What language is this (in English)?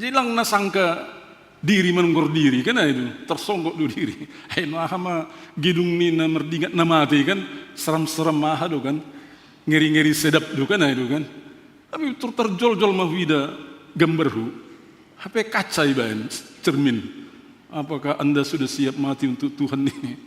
Batak Simalungun